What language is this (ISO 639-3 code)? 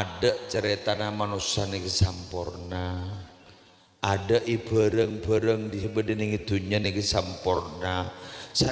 mad